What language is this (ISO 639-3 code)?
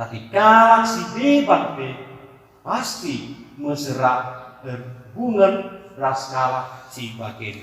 btx